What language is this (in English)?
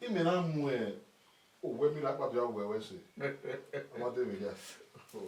Bini